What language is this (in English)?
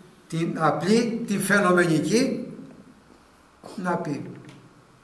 Greek